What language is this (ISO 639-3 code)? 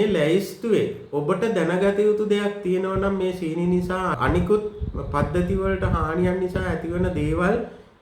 sin